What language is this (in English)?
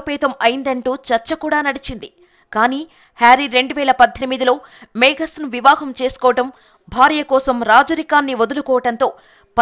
Telugu